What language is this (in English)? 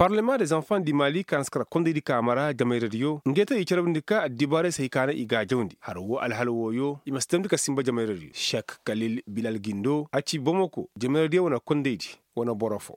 Koyraboro Senni